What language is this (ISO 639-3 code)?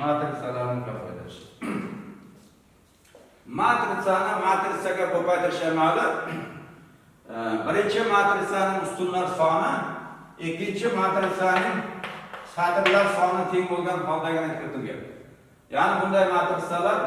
uzb